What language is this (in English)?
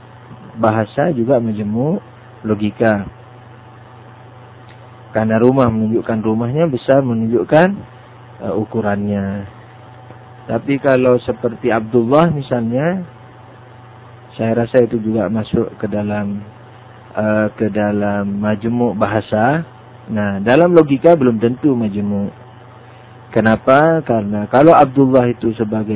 Indonesian